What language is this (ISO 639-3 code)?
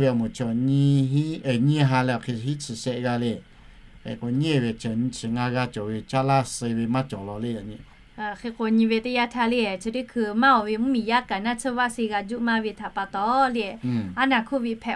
lhu